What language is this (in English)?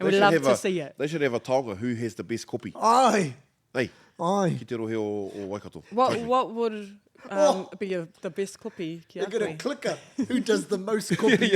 Māori